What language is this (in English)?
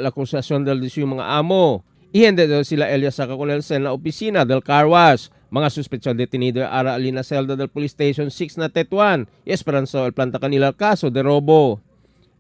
Chavacano